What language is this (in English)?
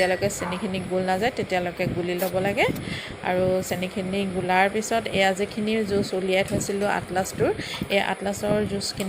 Assamese